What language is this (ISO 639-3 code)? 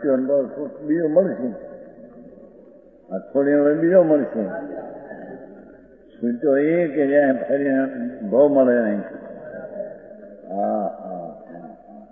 guj